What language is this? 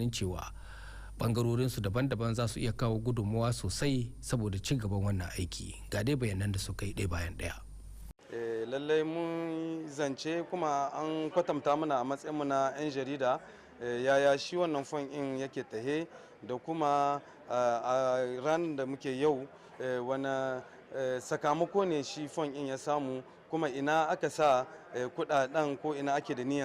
Hausa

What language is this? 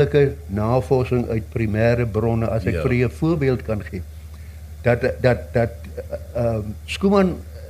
Afrikaans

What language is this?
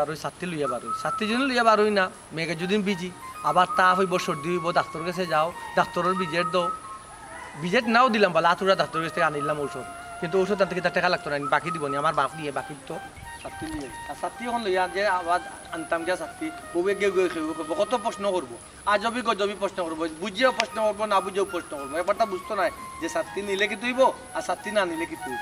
Sylheti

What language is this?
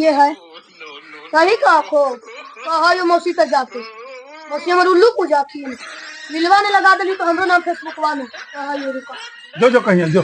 Magahi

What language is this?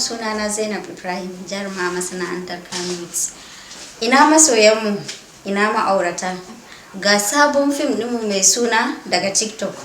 Hausa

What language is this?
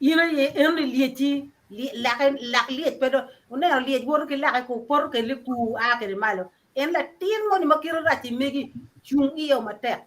Acoli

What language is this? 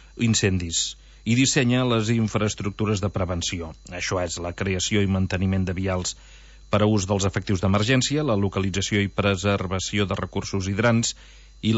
Catalan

